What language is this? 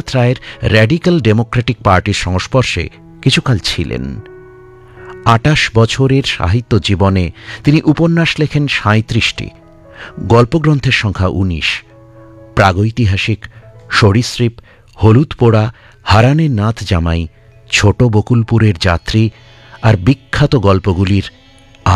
Bangla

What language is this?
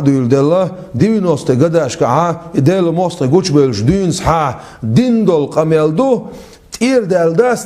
Chechen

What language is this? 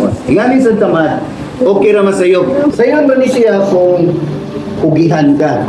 Cebuano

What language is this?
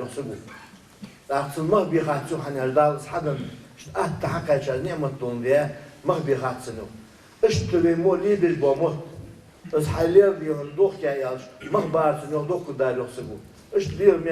Ingush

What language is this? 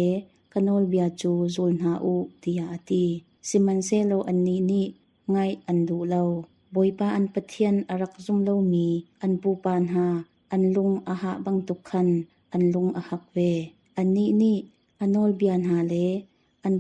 Hakha Chin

